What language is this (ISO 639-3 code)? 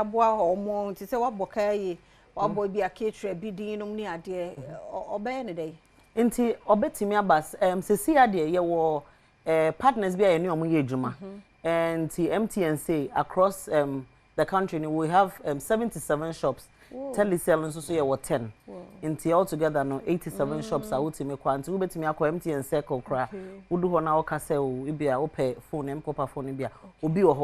aka